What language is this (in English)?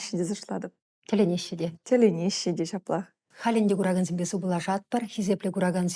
Chuvash